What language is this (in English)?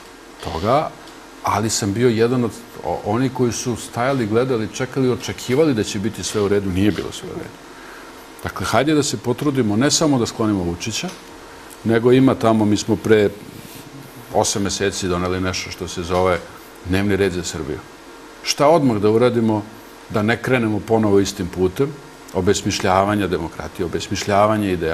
Serbian